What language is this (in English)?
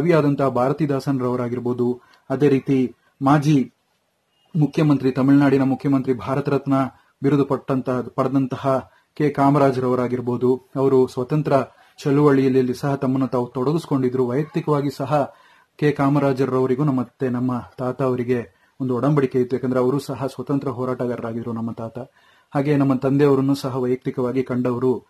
Kannada